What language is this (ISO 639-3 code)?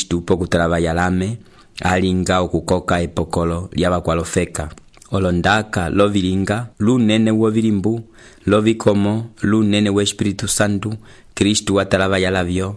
umb